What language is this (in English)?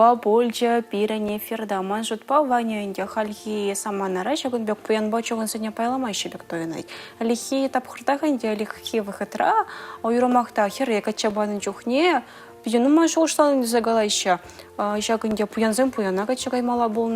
Chuvash